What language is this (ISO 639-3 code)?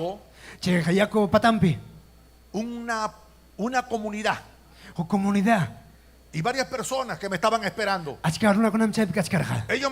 quy